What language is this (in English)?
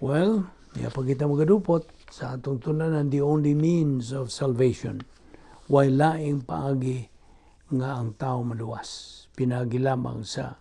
Cebuano